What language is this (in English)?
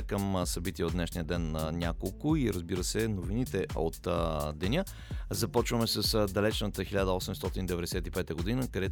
Bulgarian